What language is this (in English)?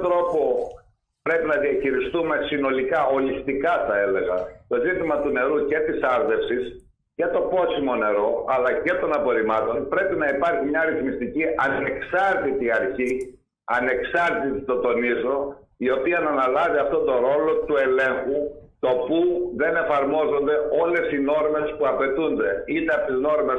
Greek